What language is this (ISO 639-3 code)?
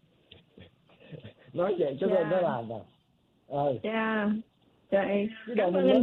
vie